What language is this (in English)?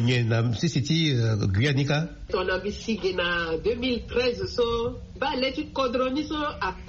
Sango